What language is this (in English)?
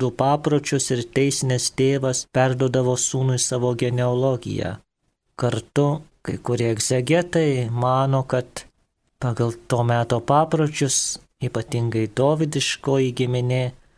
Lithuanian